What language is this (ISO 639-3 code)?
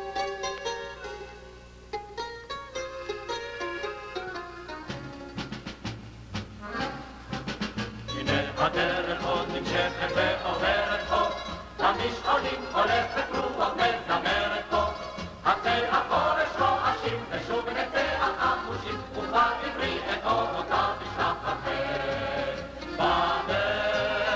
heb